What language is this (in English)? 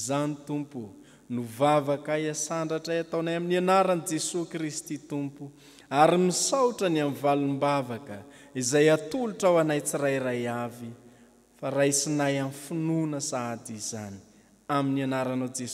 Malagasy